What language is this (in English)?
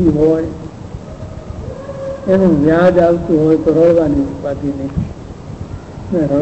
Gujarati